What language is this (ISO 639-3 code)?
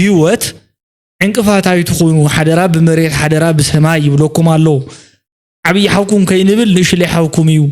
tir